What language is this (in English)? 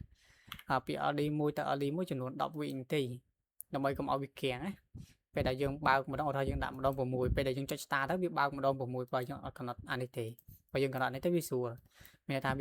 Khmer